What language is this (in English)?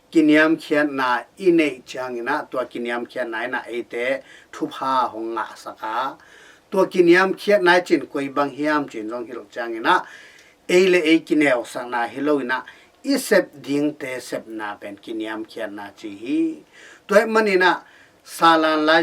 Tedim Chin